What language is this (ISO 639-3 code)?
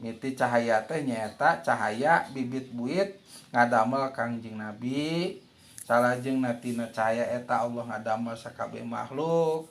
sun